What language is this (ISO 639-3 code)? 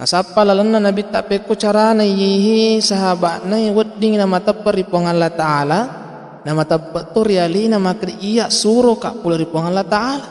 bug